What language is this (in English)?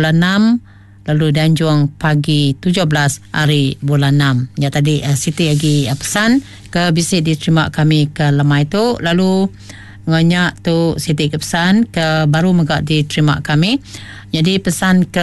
Iban